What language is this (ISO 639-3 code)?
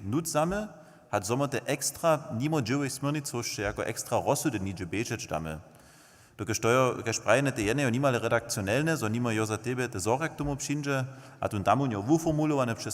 hsb